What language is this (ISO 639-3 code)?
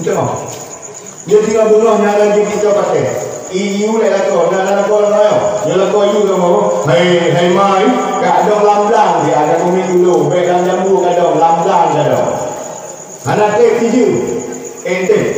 ace